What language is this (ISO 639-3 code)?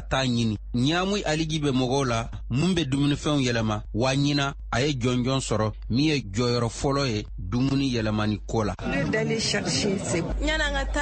bam